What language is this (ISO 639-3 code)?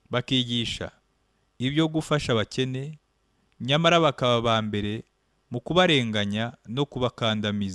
kin